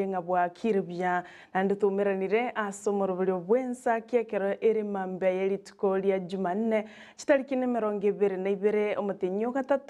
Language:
Gusii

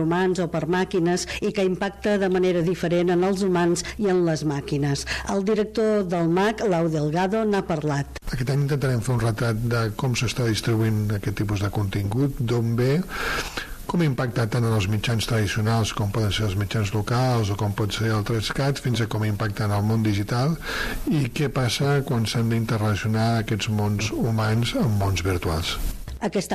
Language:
Catalan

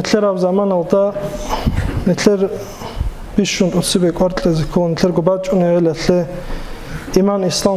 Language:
Avaric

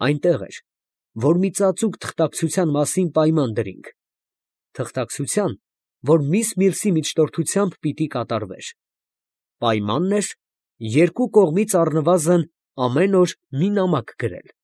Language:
Armenian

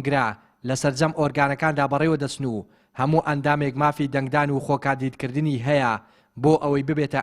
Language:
Central Kurdish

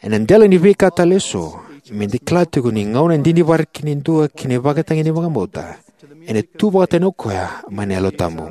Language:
Fijian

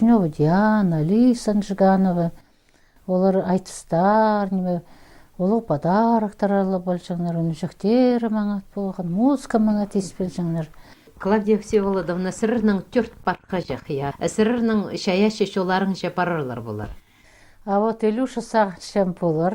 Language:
Khakas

